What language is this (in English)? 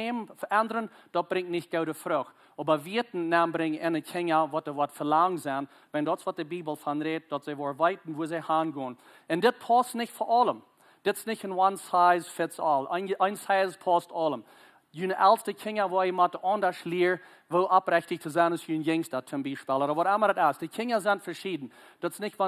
Plautdietsch